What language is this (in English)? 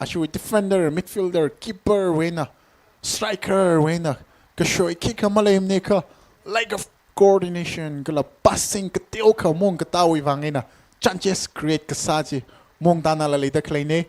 Tangkhul Naga (India)